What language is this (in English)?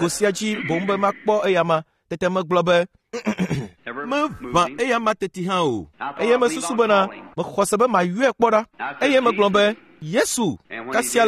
Ewe